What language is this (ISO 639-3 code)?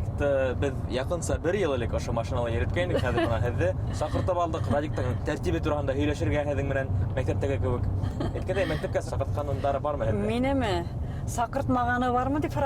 bak